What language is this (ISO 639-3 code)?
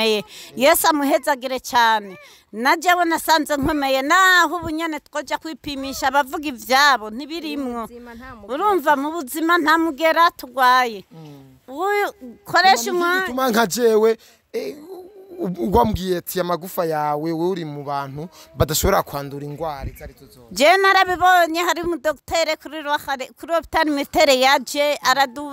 run